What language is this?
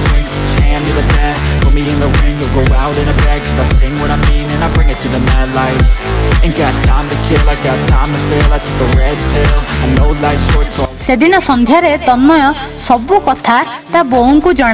Odia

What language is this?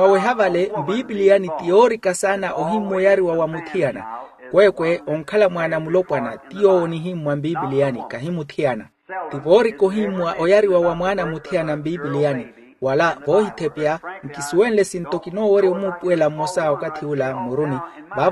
Makhuwa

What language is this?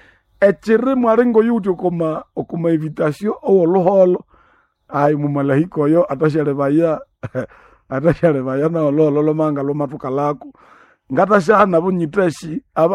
Nande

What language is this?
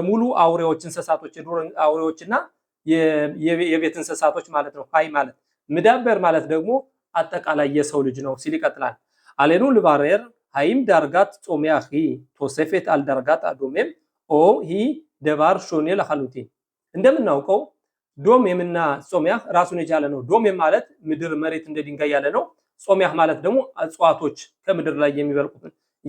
Amharic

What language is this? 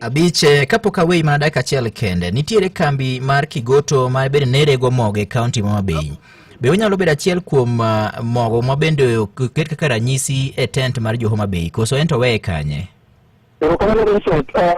Luo (Kenya and Tanzania)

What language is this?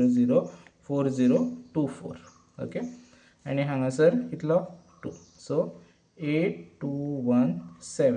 Konkani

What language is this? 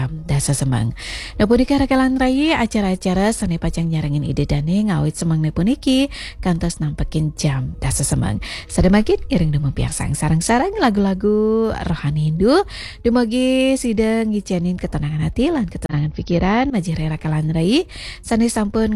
Balinese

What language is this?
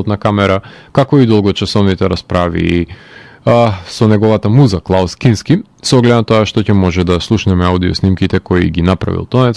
Macedonian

